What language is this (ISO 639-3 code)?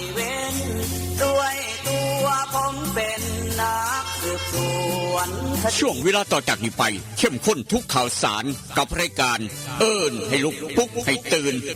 tts